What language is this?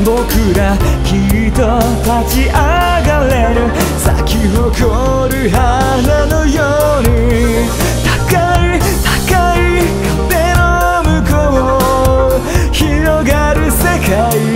Japanese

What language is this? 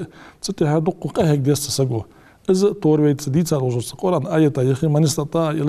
Ingush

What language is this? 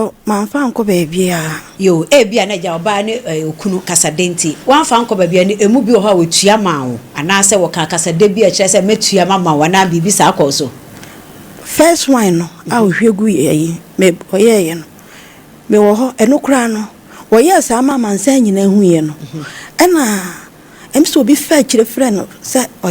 Akan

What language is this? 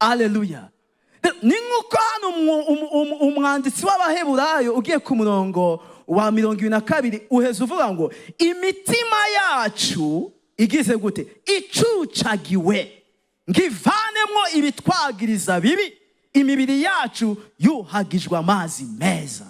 Rundi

